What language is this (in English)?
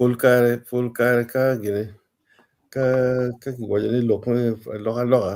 Acoli